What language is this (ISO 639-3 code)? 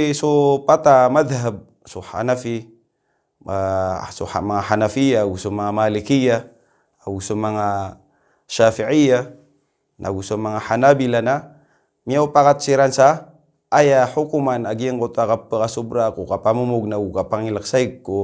mrw